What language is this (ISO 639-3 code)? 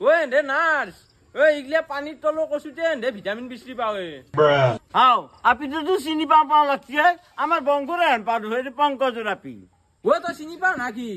asm